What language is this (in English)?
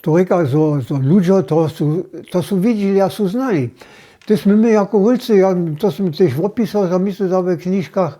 Upper Sorbian